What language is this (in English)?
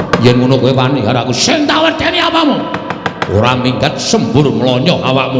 Javanese